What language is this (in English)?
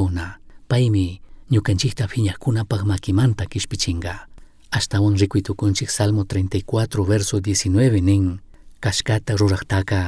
Chimborazo Highland Quichua